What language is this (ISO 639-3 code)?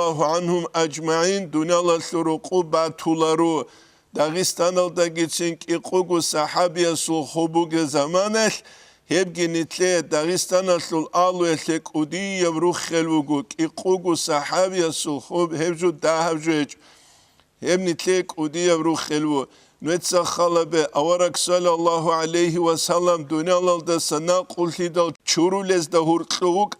ava